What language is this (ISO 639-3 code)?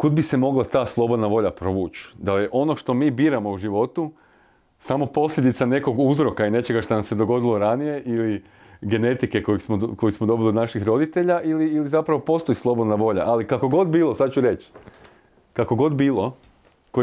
hrv